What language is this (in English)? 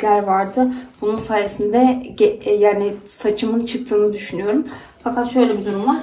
Turkish